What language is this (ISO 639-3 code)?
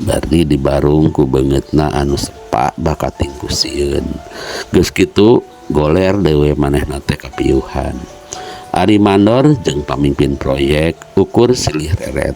sun